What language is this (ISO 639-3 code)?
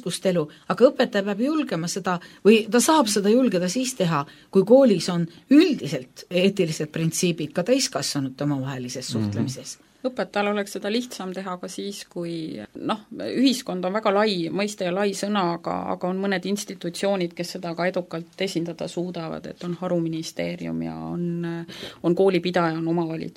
est